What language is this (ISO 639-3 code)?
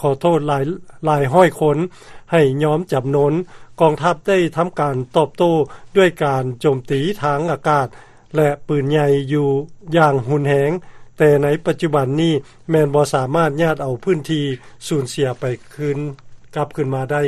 lao